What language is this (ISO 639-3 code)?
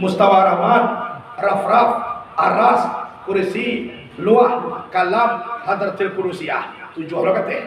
min